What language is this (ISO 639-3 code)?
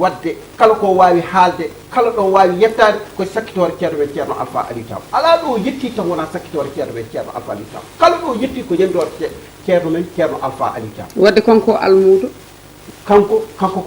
ful